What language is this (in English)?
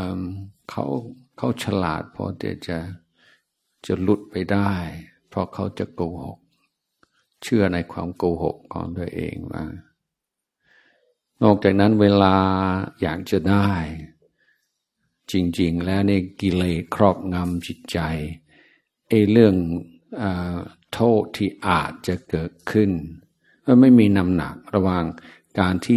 Thai